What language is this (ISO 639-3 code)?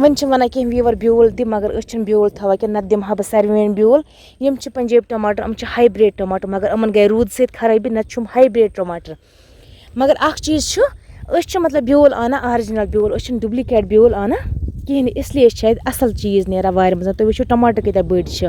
kas